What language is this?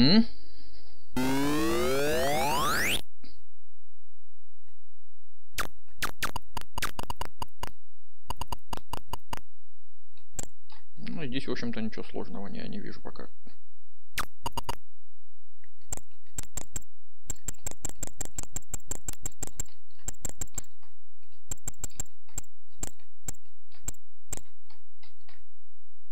Russian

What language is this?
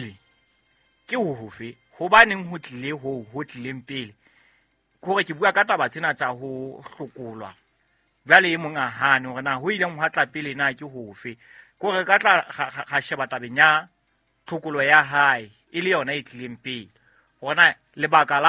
Southern Sotho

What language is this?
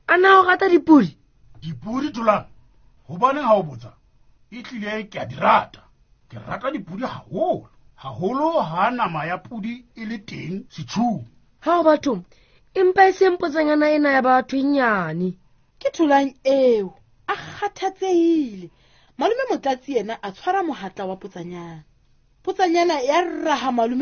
Southern Sotho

